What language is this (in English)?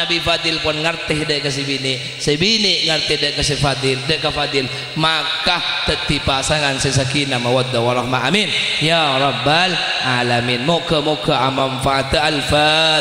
Madurese